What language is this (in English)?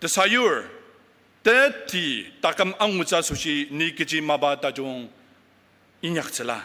Ao Naga